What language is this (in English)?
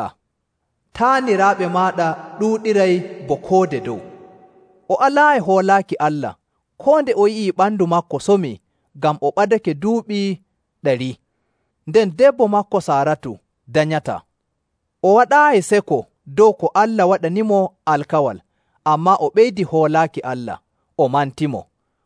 Nigerian Fulfulde